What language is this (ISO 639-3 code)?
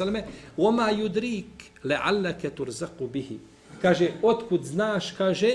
bos